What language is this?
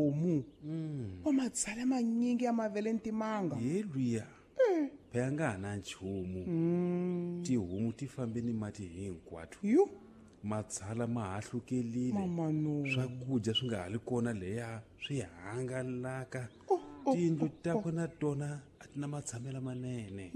Tsonga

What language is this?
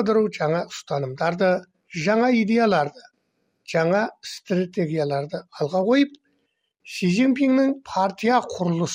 Kazakh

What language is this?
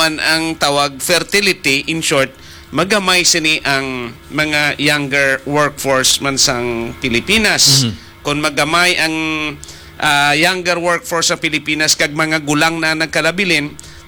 Hiligaynon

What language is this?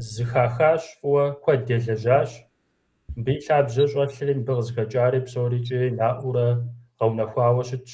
Kabardian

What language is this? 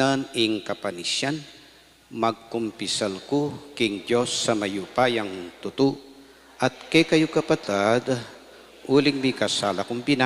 Pampanga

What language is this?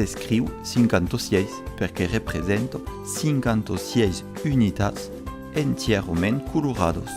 Occitan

